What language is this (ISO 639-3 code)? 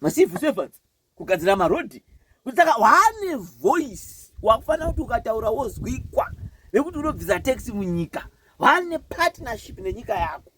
sna